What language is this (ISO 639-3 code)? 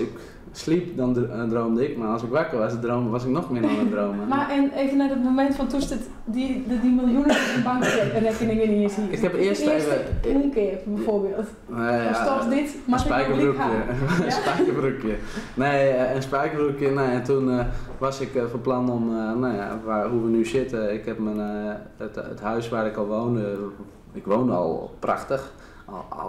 fry